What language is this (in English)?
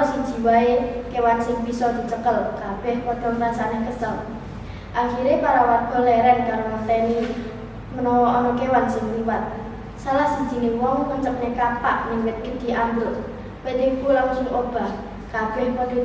Javanese